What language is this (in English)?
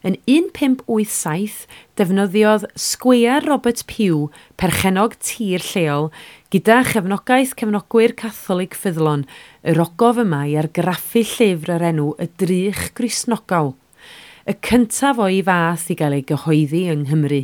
Welsh